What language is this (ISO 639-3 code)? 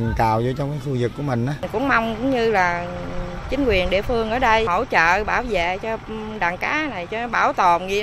vie